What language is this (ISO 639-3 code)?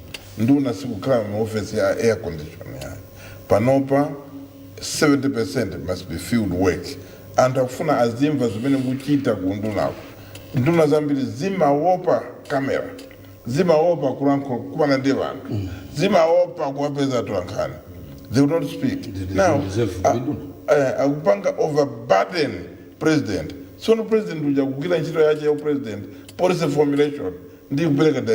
nya